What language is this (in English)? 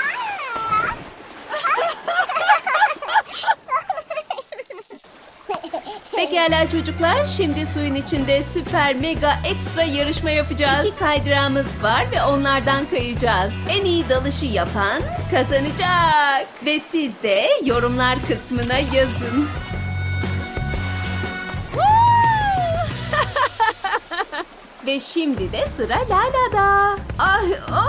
Turkish